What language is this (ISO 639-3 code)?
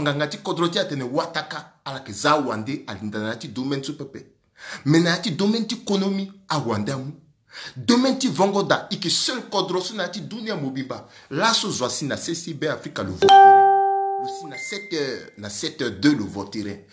sag